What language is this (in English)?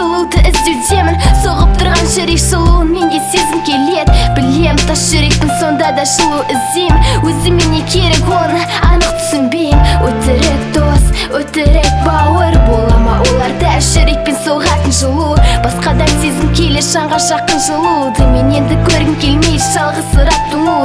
Kazakh